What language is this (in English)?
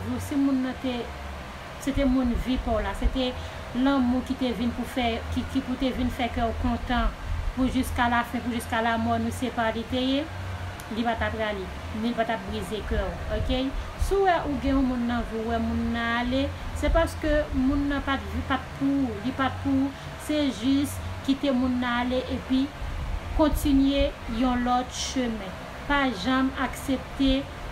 Haitian Creole